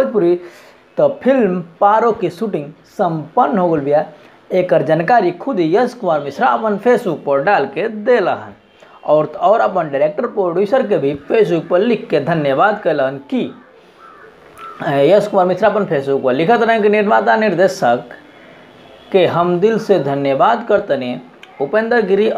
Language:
Bhojpuri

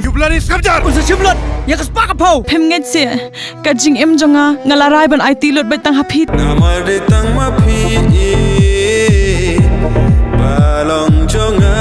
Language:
Khasi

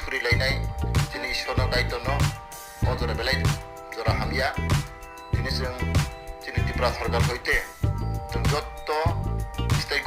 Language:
Riang (India)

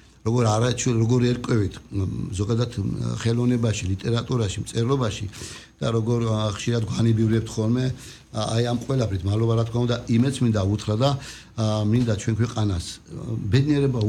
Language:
Georgian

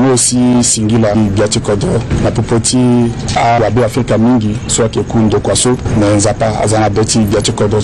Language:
Sango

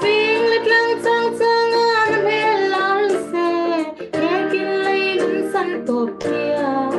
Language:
Falam Chin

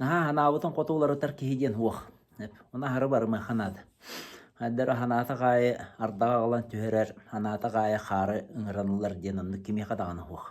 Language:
Yakut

